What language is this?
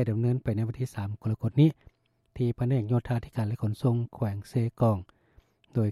Lao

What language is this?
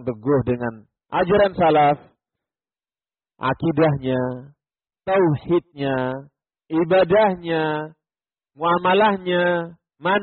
Indonesian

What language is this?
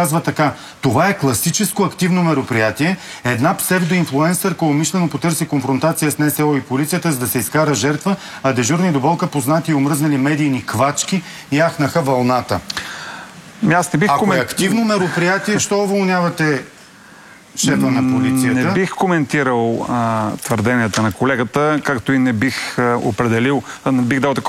Bulgarian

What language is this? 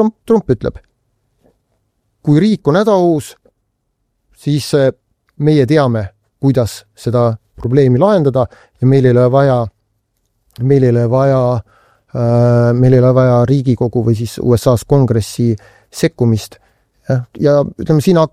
Estonian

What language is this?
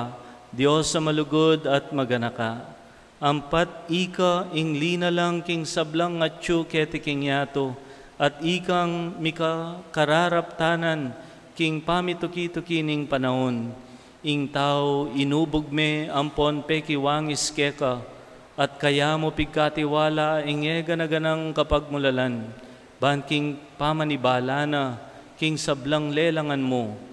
Pampanga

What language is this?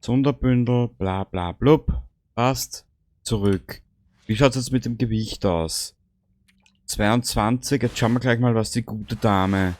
Bavarian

